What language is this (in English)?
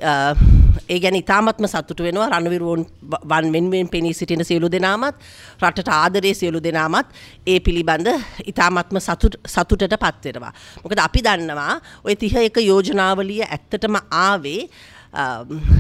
Sinhala